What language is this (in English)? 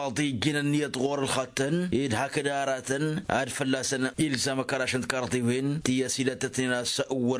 Tamasheq